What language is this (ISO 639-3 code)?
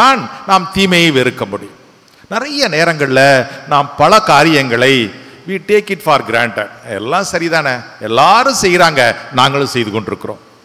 tam